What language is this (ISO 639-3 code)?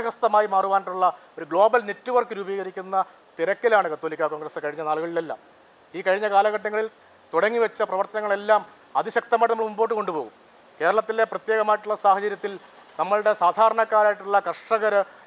mal